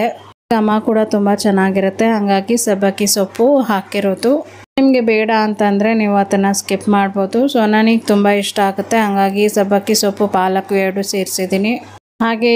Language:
Kannada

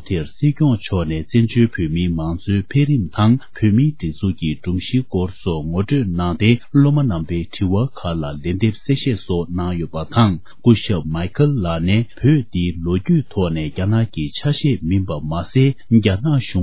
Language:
Tibetan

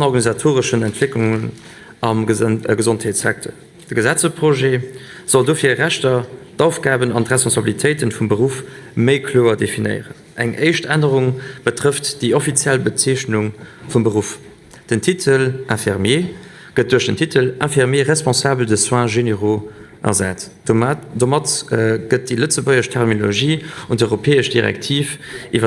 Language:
Luxembourgish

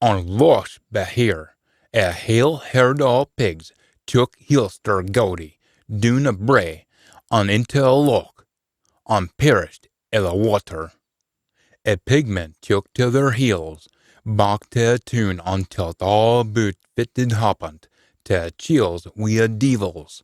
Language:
Scots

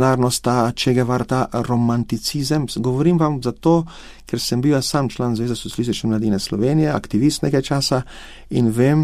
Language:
Slovenian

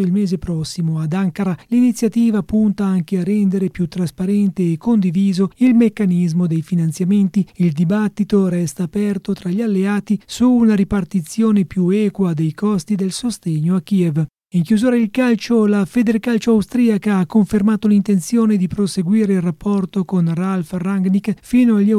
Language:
Italian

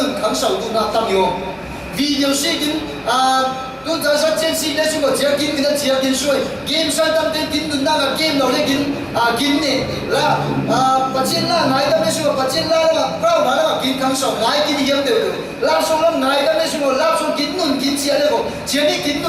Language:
Falam Chin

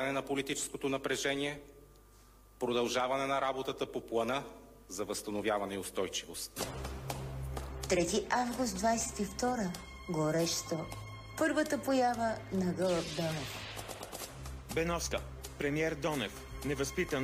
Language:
Bulgarian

